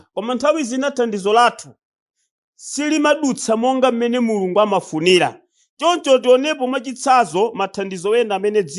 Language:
Nyanja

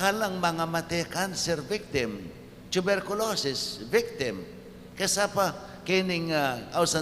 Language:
Pampanga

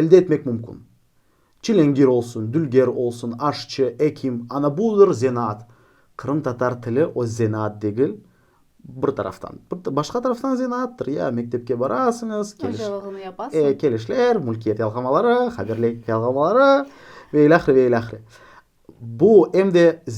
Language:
Crimean Tatar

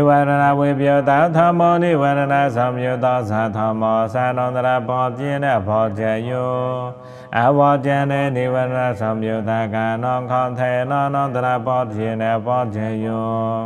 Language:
Pali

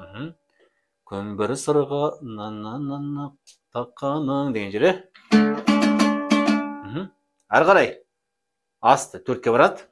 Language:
Kazakh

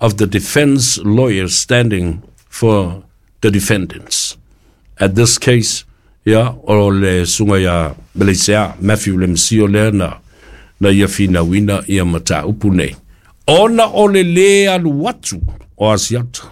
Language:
Samoan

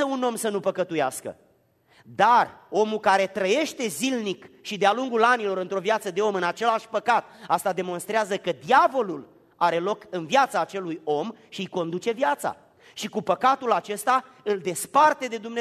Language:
Romanian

